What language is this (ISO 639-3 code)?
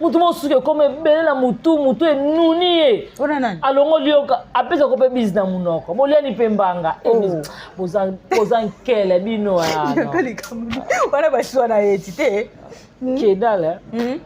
lin